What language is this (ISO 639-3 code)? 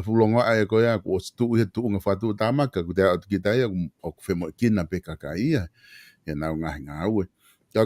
ton